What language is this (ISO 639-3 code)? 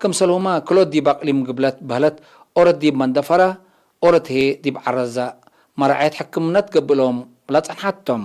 tig